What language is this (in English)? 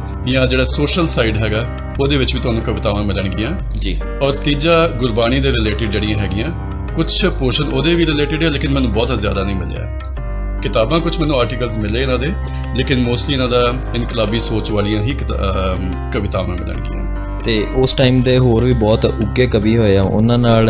Punjabi